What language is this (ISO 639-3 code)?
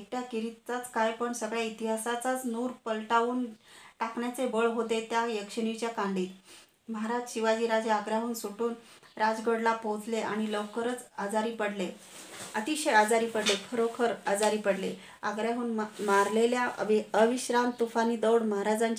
mar